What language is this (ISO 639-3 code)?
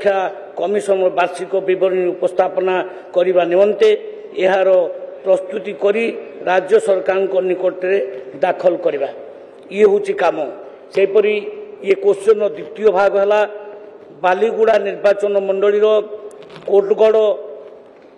ori